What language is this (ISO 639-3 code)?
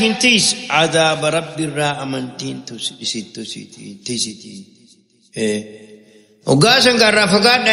orm